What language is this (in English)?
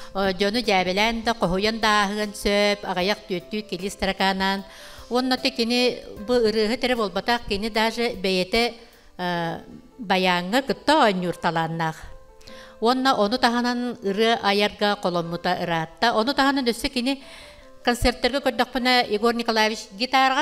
Yakut